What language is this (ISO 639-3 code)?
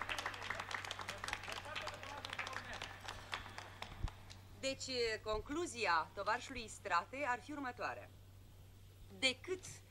ron